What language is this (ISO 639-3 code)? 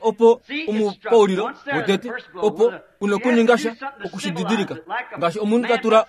kua